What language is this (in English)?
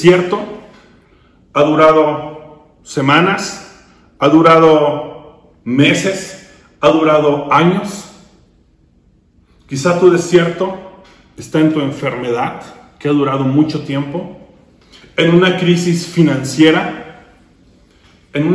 Spanish